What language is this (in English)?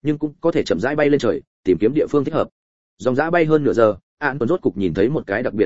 Vietnamese